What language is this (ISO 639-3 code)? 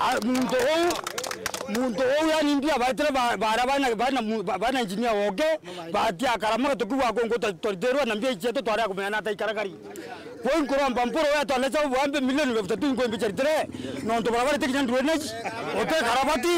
mer